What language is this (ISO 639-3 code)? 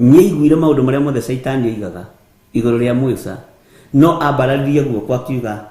kik